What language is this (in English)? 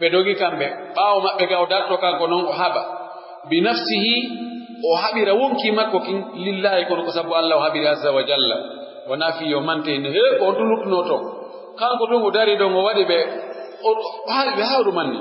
Pular